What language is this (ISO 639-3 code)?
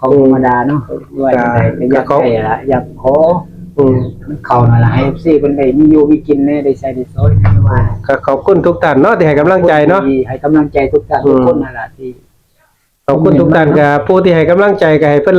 tts